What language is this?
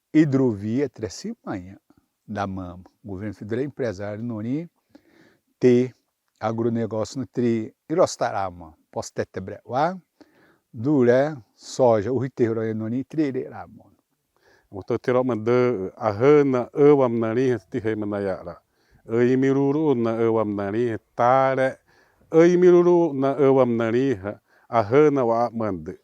Xavánte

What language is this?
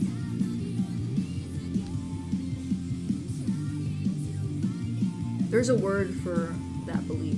English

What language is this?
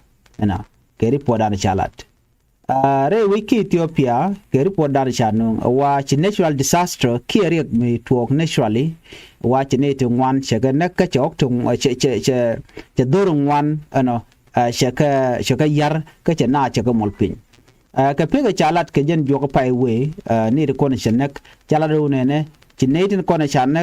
Nuer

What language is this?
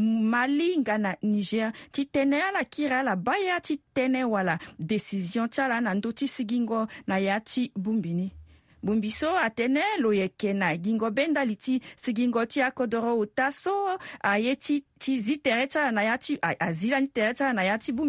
Sango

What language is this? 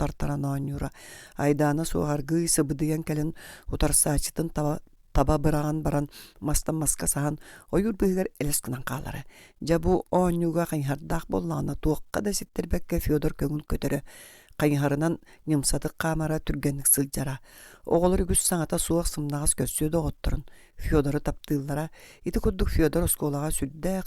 Yakut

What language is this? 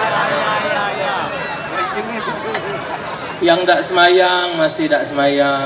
Malay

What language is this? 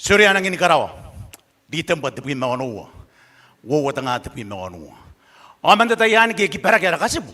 Gilbertese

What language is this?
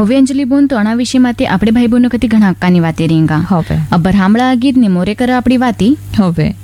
Gujarati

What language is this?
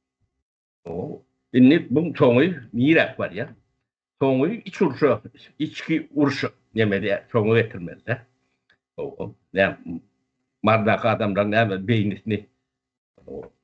Turkmen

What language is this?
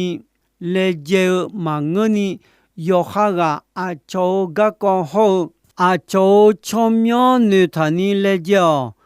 Akha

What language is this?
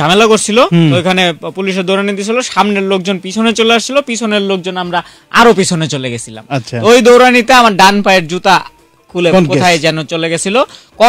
Bangla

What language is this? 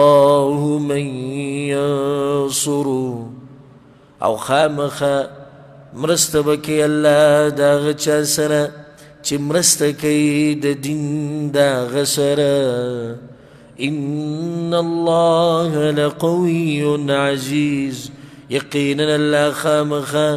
Pashto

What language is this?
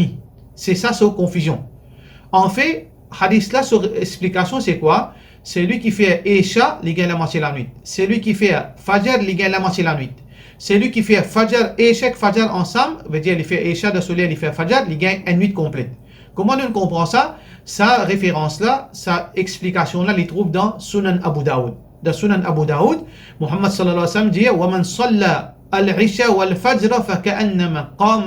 Morisyen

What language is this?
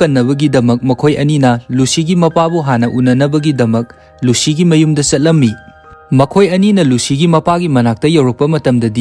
Manipuri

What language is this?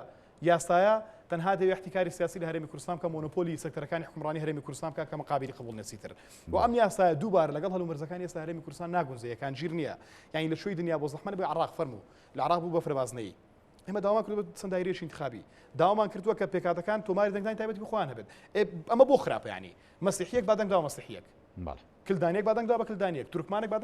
Central Kurdish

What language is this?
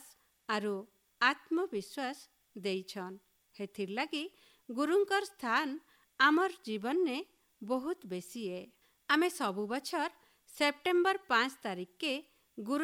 Odia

